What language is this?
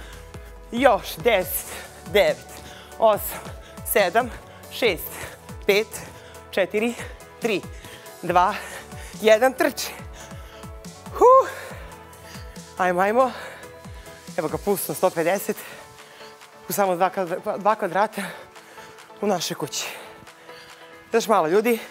Serbian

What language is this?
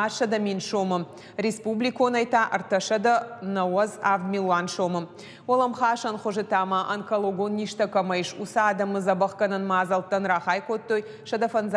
Ossetic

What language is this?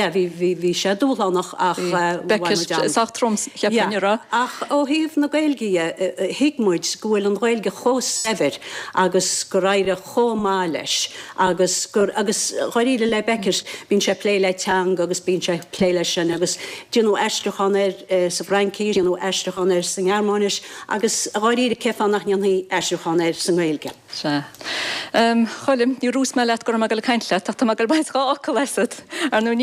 Irish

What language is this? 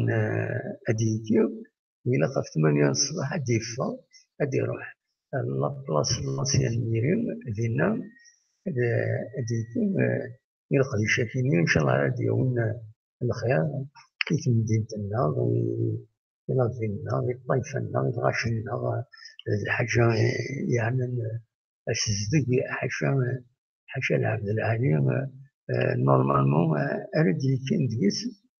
Kabyle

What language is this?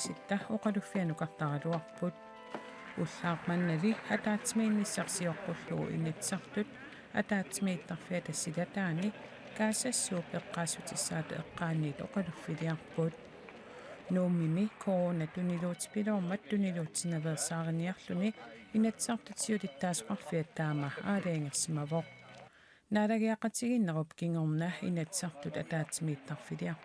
Kalaallisut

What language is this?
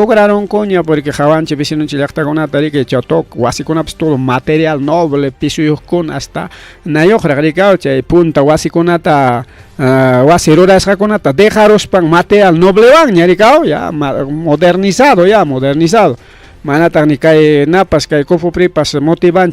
Ayacucho Quechua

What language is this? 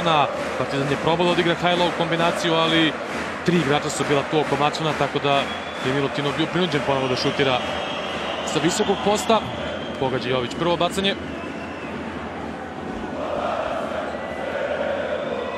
Serbian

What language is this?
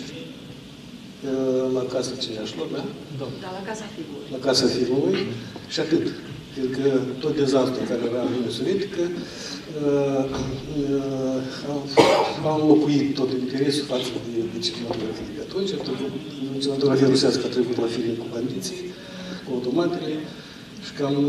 Romanian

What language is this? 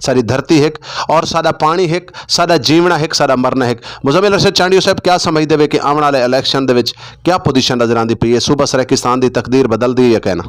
Saraiki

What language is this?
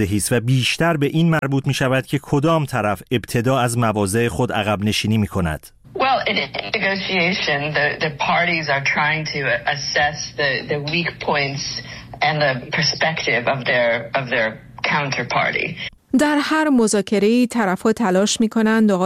Persian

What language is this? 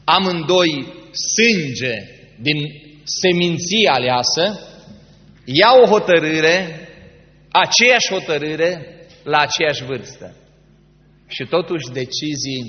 Romanian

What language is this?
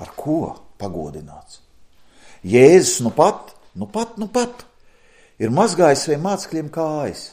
Latvian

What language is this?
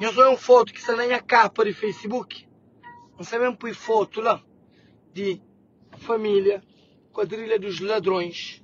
Kabuverdianu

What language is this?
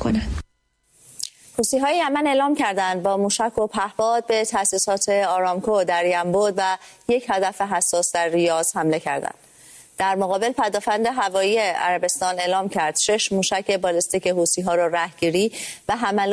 Persian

